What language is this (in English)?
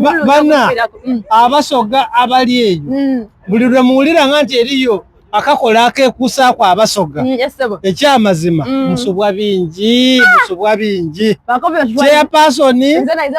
Soga